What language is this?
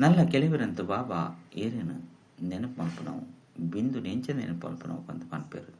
Tulu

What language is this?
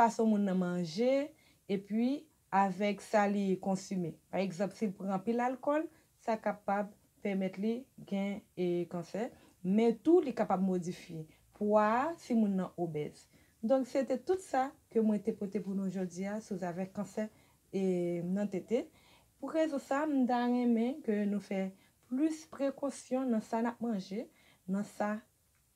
Haitian Creole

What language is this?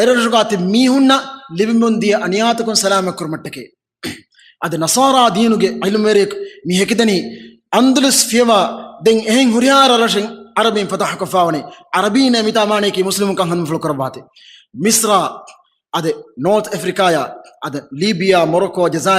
Divehi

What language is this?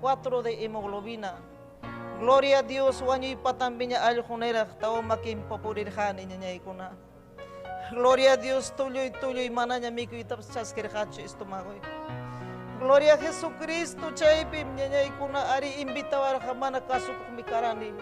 Ayacucho Quechua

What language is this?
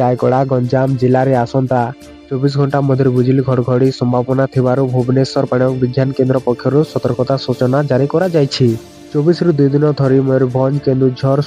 Odia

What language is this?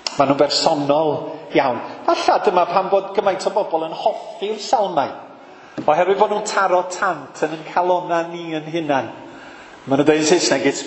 Welsh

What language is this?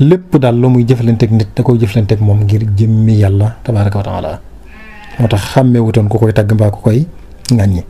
Wolof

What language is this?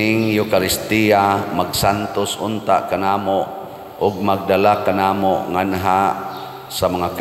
Cebuano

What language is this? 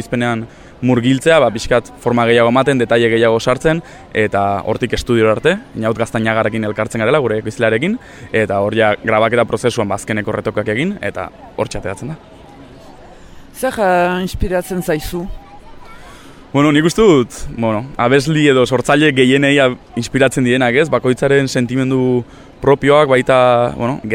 Basque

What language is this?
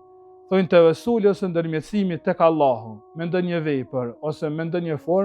Albanian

